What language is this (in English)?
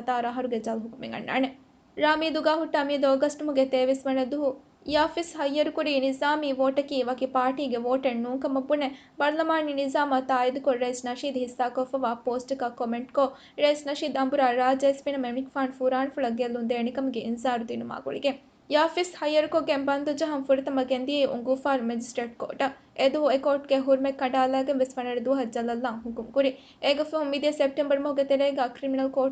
Divehi